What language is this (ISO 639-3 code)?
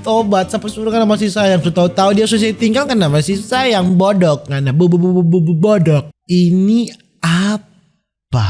xmm